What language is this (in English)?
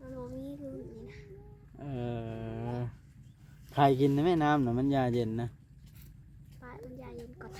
Northeastern Thai